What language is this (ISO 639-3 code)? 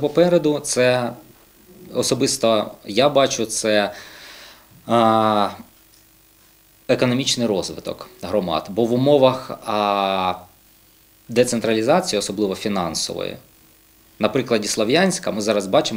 ukr